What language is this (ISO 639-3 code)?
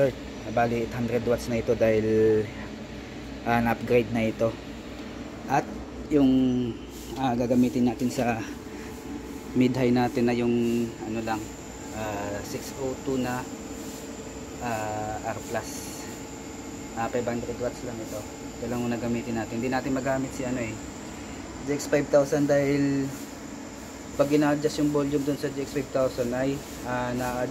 fil